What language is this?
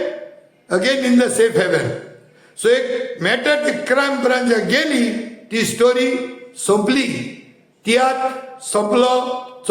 Konkani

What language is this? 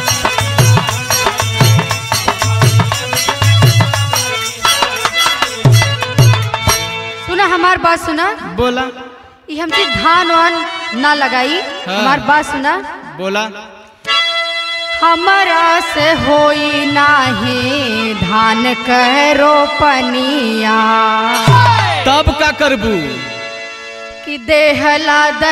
Bhojpuri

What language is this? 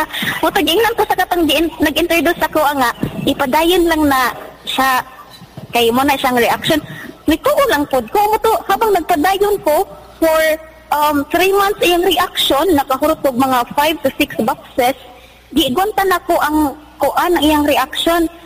Cebuano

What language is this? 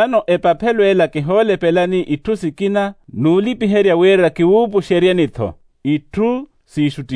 Makhuwa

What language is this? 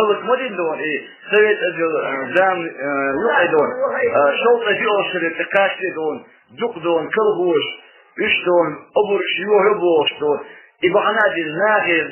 Chechen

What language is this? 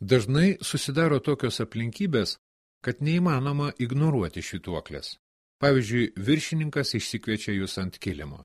Lithuanian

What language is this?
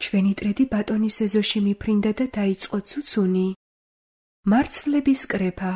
Georgian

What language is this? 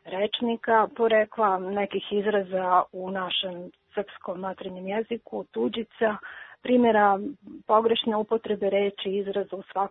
Serbian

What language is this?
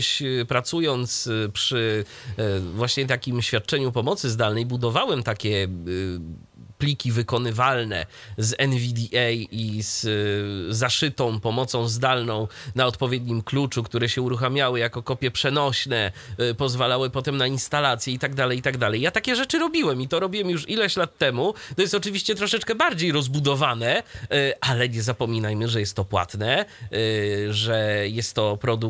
Polish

